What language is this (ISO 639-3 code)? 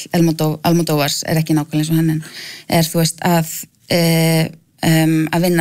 isl